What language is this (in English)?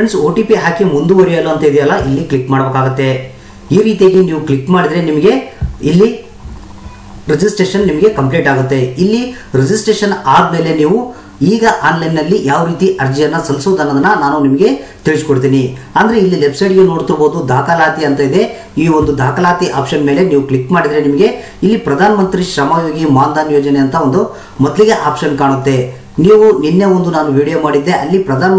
Kannada